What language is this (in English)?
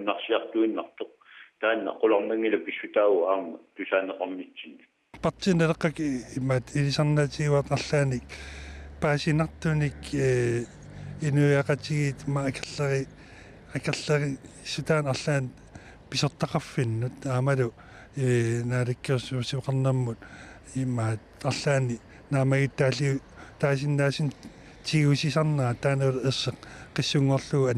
Kalaallisut